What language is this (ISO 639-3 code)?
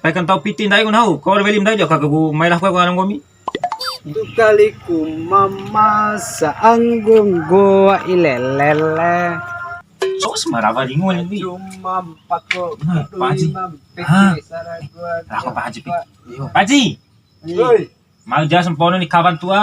bhp